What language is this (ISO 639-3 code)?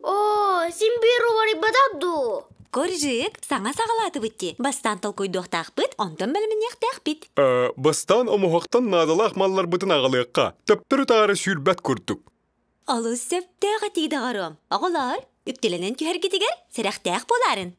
sah